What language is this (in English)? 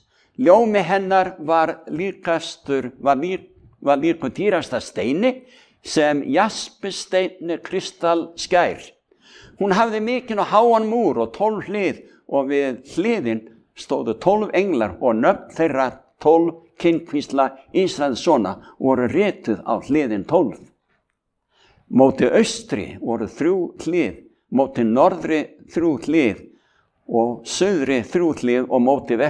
Icelandic